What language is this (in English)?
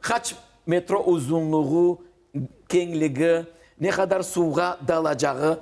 Crimean Tatar